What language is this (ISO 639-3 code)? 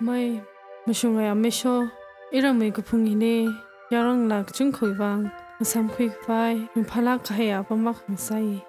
nmf